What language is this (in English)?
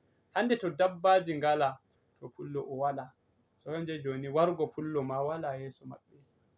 Fula